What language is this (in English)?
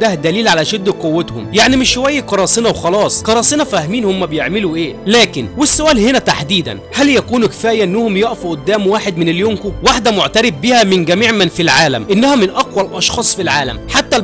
Egyptian Arabic